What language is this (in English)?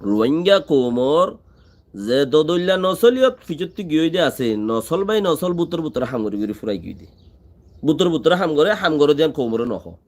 Rohingya